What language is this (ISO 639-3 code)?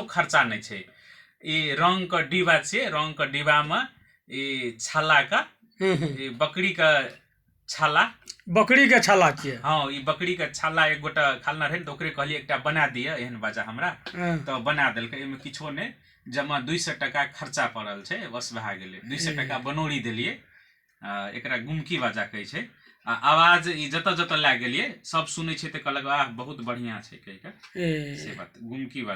mai